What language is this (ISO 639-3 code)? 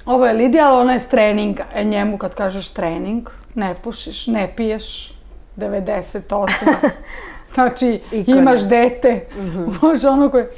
srp